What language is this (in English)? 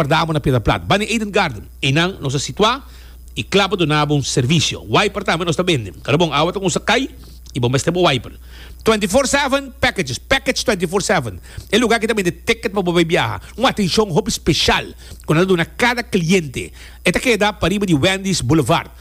Papiamento